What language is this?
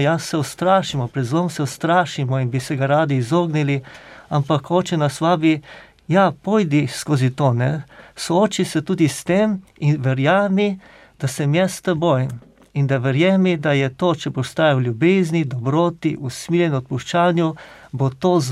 Slovenian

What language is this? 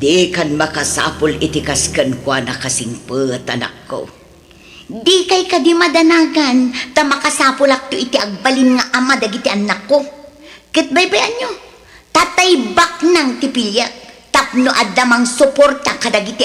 Iloko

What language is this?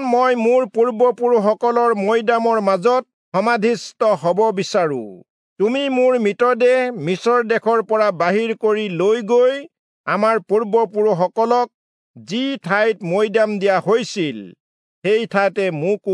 Assamese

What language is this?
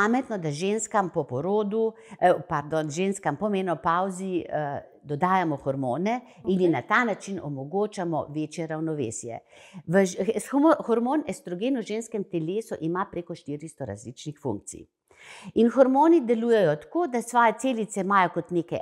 Slovenian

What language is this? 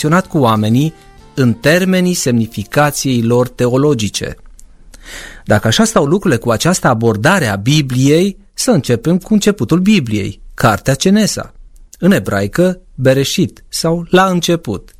Romanian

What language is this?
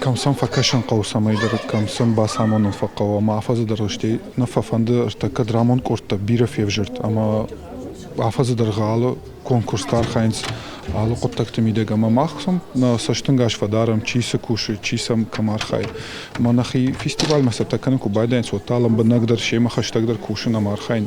Ossetic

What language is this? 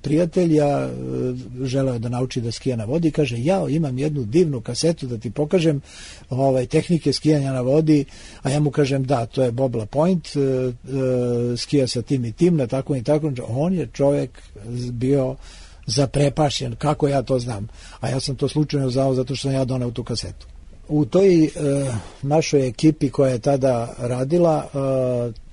Serbian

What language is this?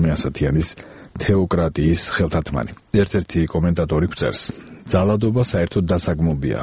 Georgian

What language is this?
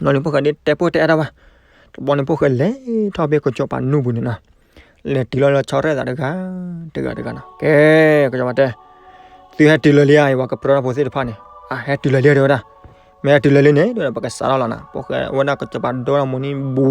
S'gaw Karen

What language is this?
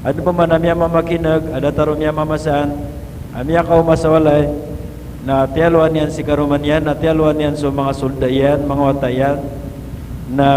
Maranao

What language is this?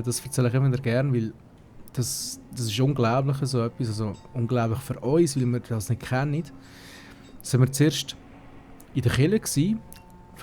Swiss German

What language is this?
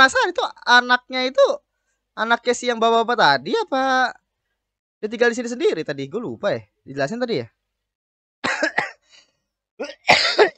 Indonesian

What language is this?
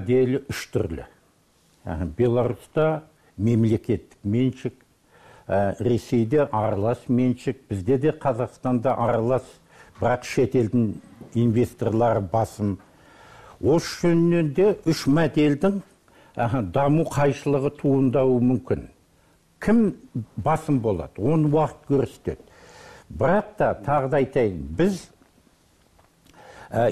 Kazakh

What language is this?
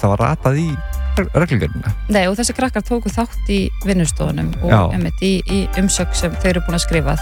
Icelandic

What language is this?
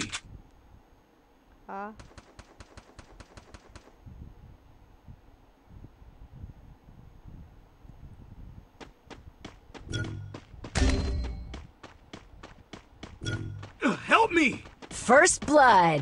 Hindi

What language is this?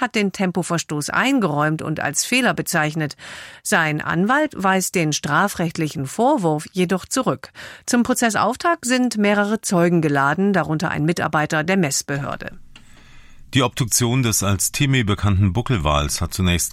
German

